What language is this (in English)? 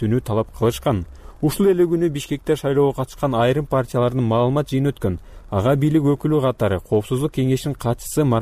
Kyrgyz